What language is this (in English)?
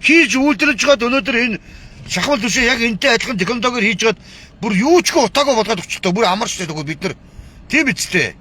Mongolian